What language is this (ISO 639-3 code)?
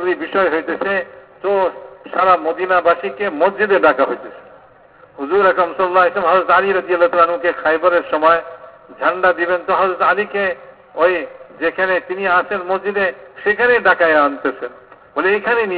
ben